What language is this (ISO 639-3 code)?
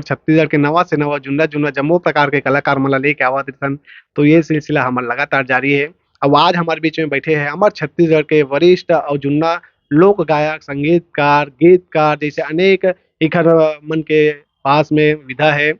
hne